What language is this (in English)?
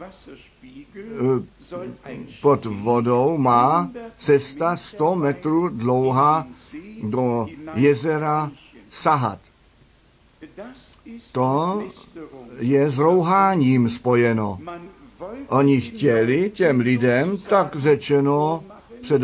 Czech